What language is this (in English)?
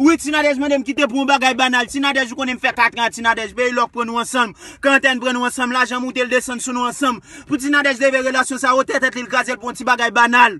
Haitian Creole